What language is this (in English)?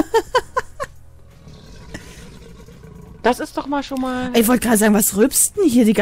German